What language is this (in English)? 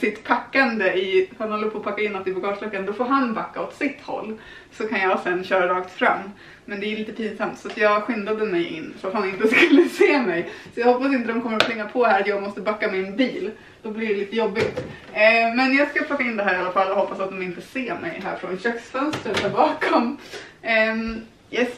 Swedish